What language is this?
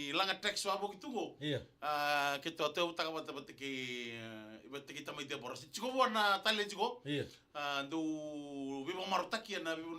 Fijian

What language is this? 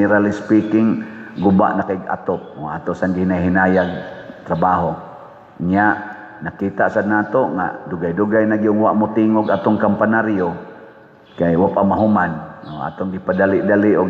Cebuano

